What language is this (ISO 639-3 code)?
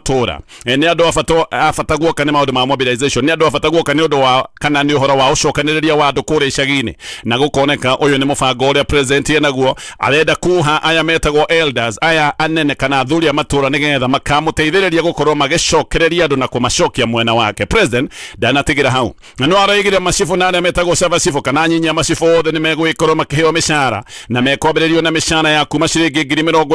kik